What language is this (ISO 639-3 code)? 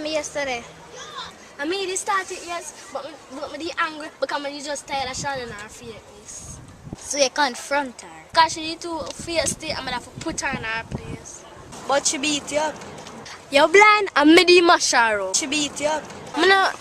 jam